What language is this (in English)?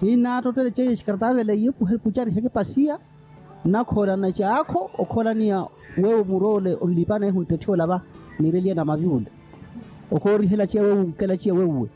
Makhuwa